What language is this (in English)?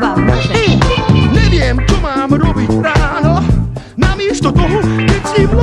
Slovak